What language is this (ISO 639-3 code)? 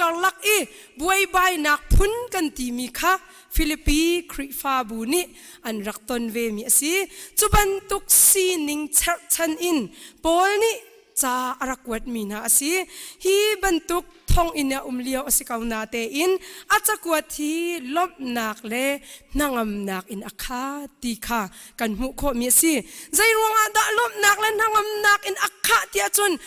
cnh